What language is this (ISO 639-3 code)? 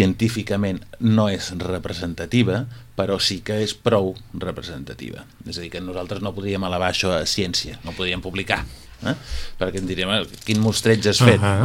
cat